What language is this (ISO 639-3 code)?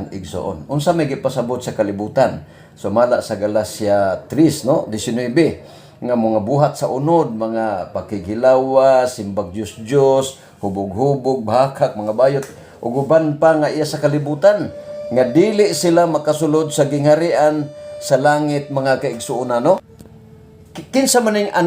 ceb